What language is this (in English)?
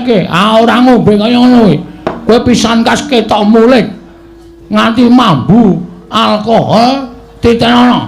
Javanese